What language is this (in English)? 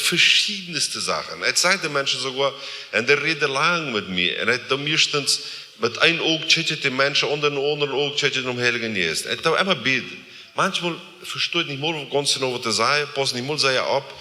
Plautdietsch